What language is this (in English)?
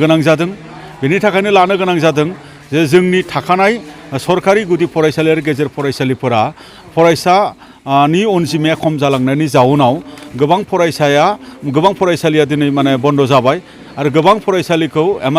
Bodo